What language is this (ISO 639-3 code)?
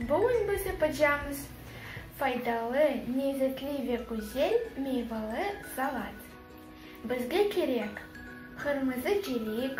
crh